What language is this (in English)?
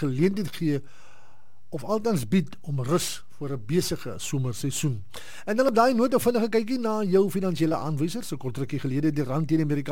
Afrikaans